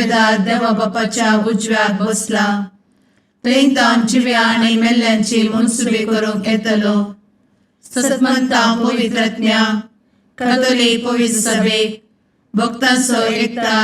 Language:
Konkani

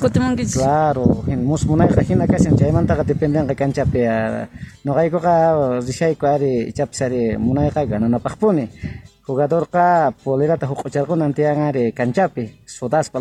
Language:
South Bolivian Quechua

